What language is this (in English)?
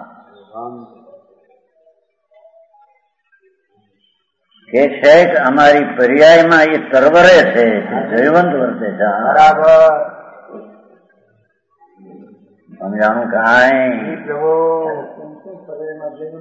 Gujarati